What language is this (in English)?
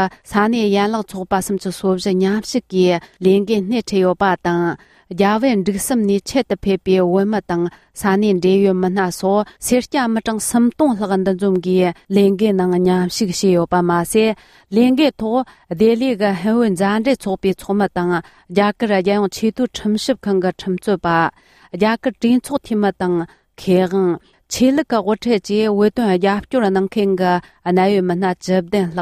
Tibetan